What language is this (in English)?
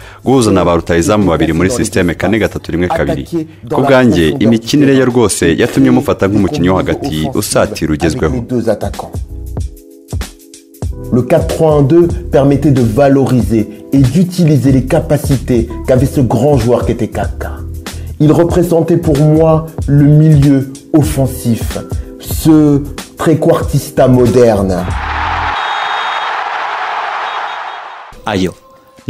Kinyarwanda